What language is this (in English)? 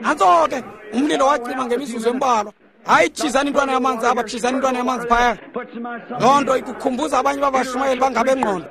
Xhosa